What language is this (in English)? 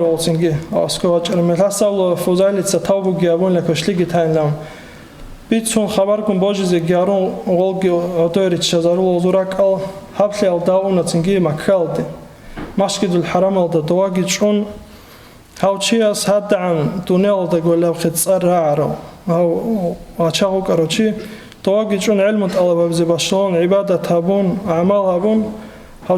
Avaric